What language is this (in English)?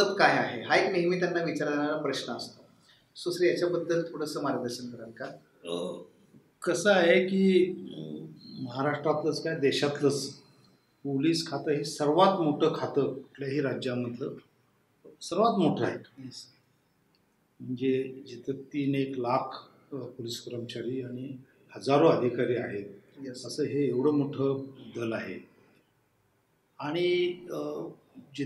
Marathi